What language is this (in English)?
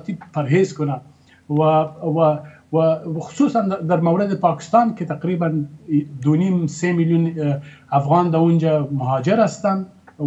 Persian